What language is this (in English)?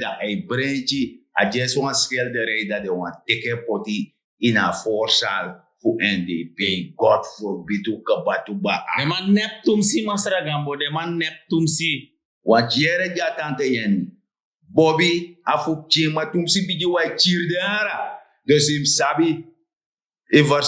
Sranan Tongo